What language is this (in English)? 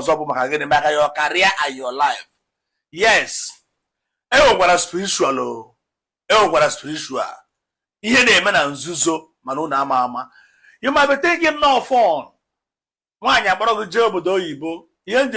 Igbo